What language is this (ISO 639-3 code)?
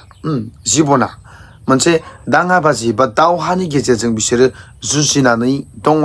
brx